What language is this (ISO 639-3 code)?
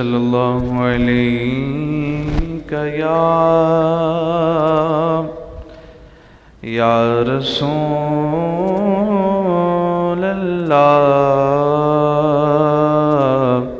urd